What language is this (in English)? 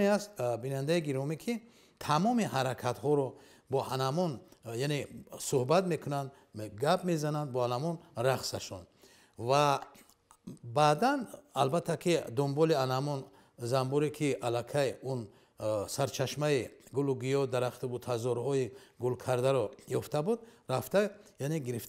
Tajik